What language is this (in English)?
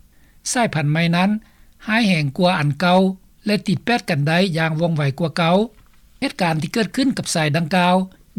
Lao